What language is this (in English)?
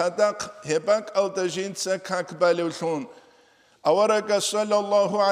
Avaric